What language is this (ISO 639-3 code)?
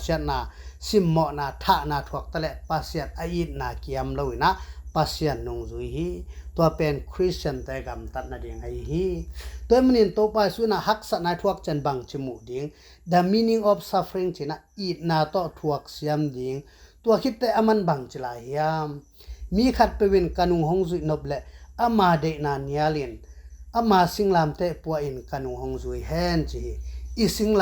ctd